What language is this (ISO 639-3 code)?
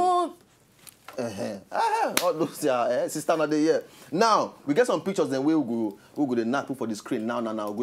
pcm